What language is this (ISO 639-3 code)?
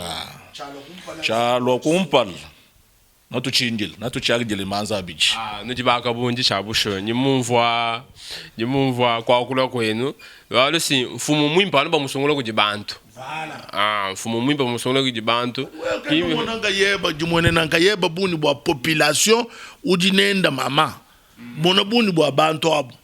lua